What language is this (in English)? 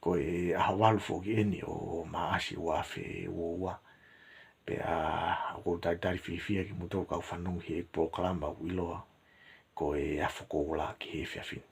Tongan